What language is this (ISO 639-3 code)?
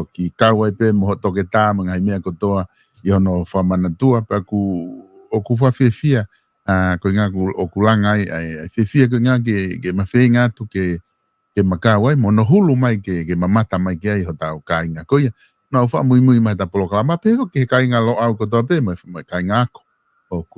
ton